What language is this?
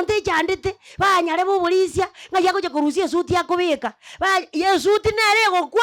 Gusii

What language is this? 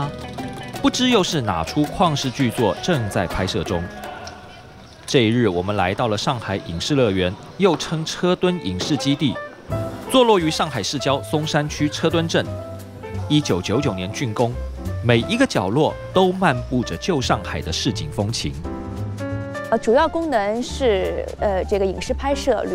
Chinese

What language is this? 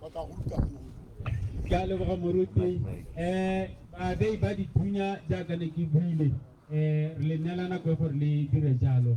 Tswana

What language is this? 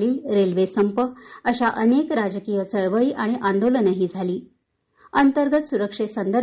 Marathi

